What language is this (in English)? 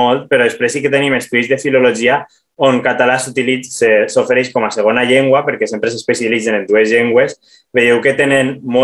Catalan